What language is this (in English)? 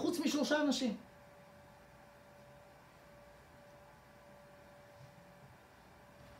Hebrew